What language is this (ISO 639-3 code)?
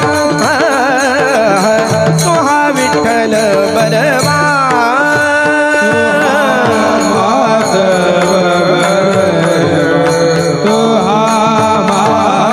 mar